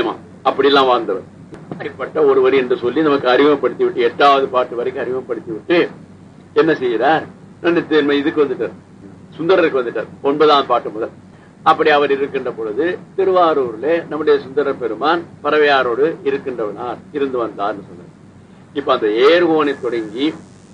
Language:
Tamil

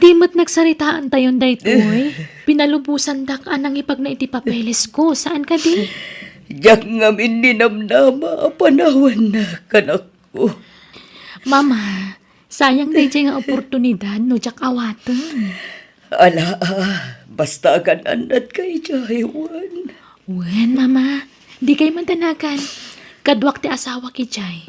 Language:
Iloko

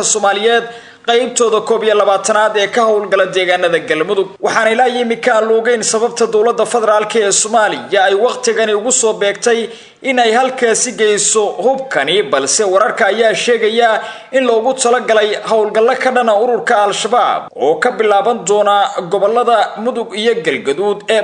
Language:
Somali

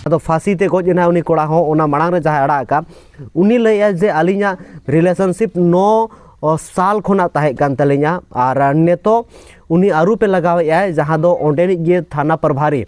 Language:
Santali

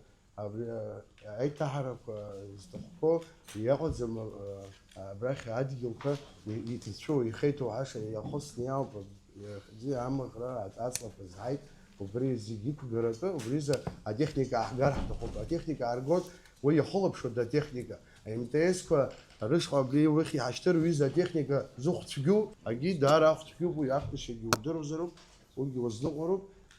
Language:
Abkhazian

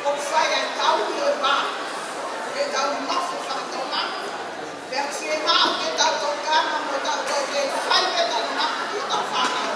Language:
Tongan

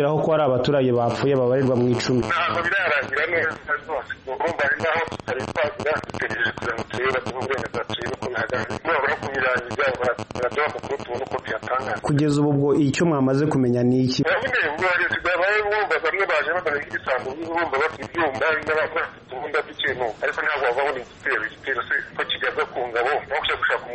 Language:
Kinyarwanda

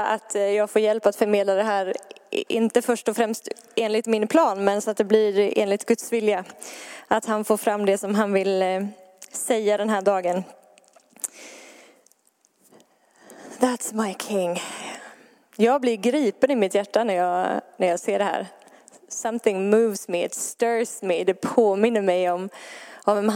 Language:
Swedish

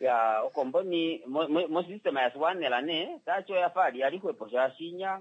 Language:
Kuanyama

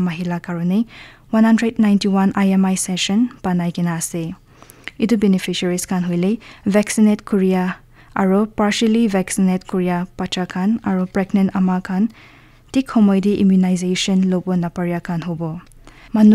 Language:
Naga Pidgin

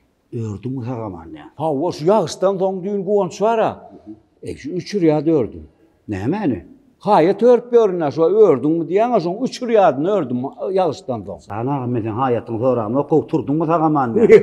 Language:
Turkmen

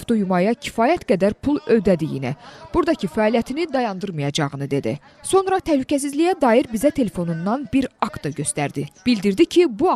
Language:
Azerbaijani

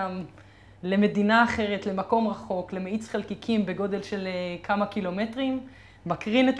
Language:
Hebrew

